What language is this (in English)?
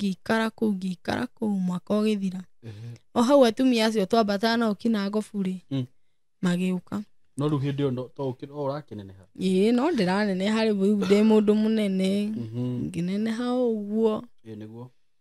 Kikuyu